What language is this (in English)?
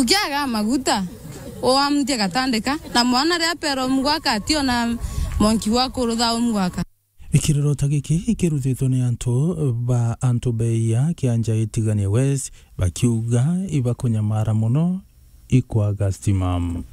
Meru